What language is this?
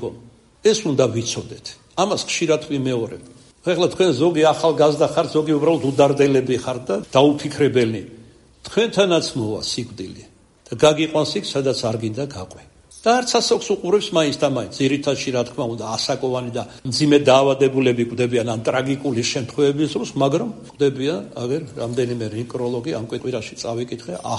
Georgian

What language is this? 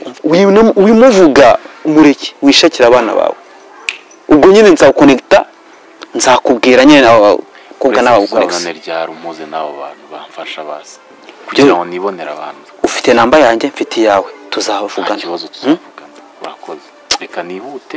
Kinyarwanda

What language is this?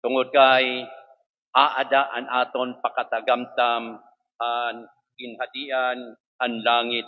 Waray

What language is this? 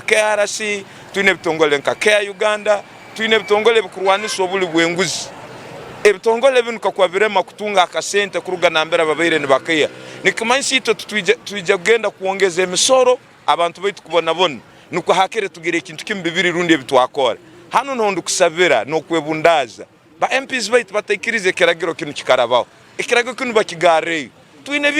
Nyankole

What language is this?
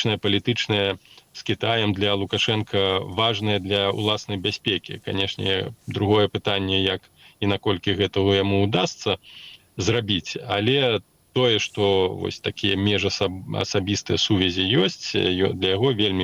Belarusian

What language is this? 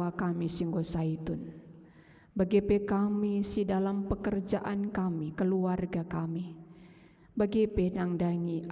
Batak Karo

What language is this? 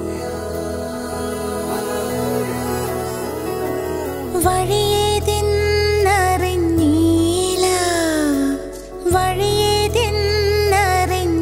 Malayalam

